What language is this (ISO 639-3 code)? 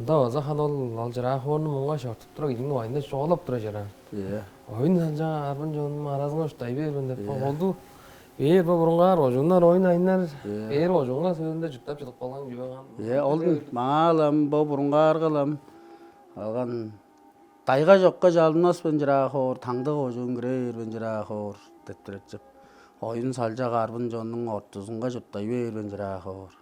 tyv